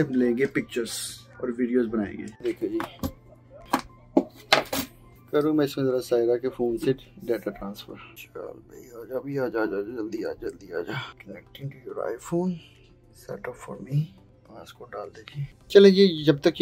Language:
Hindi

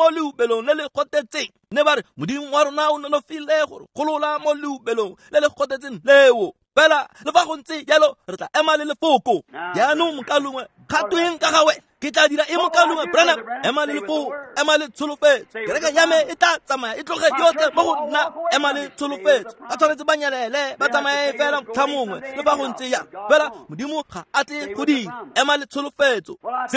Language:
Tswana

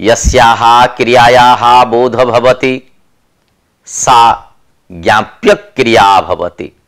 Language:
Sanskrit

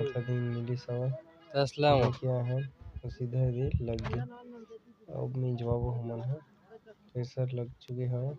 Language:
Chhattisgarhi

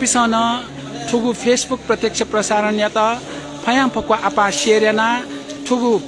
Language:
Newari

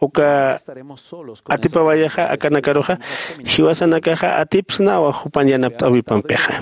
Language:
Aymara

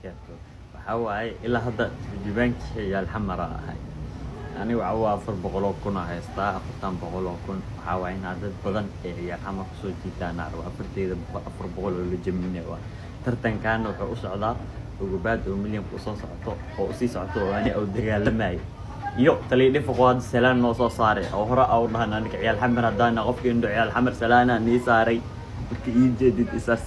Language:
Somali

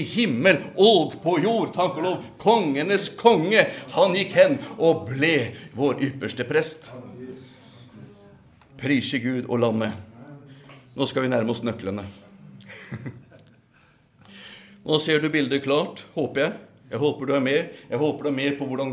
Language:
Norwegian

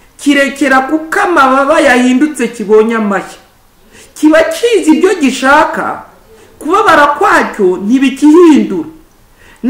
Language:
Kinyarwanda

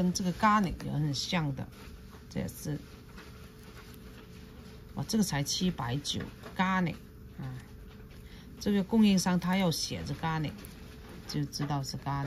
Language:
Chinese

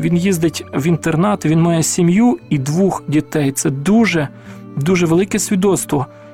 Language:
Ukrainian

